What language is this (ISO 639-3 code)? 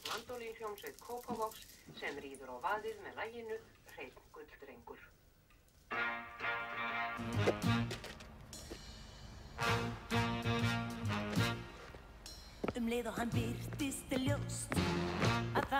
isl